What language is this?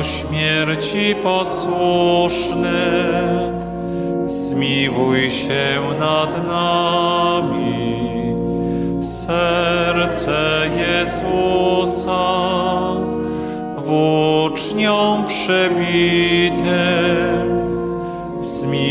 Polish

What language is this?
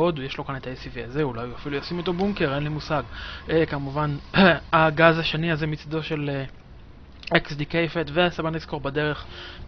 Hebrew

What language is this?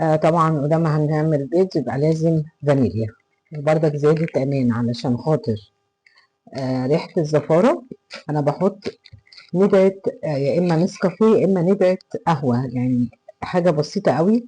Egyptian Arabic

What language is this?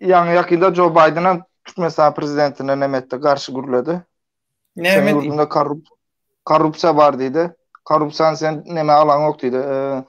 Turkmen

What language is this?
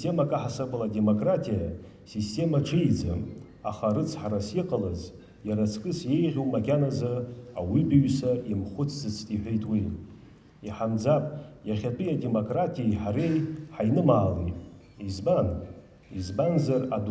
Abkhazian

